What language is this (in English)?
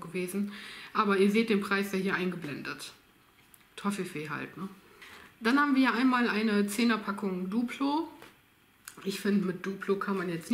German